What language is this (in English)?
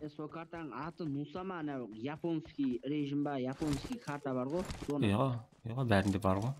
Kara-Kalpak